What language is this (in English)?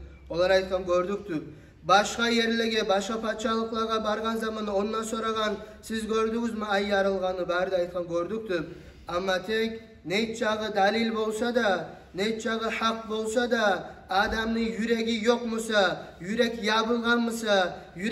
Kumyk